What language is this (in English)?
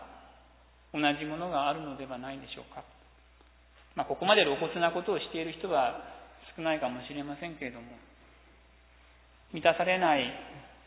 Japanese